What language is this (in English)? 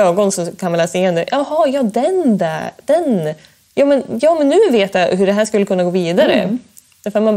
Swedish